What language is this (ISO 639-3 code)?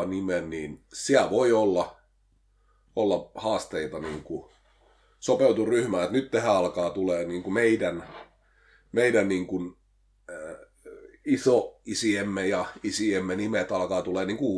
fin